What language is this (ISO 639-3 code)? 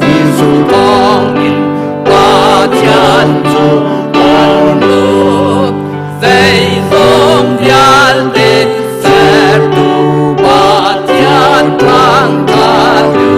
cnh